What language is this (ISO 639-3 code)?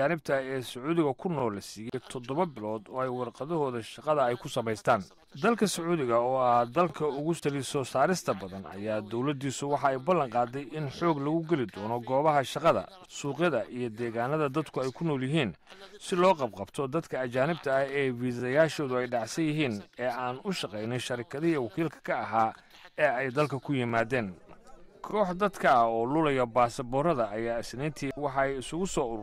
som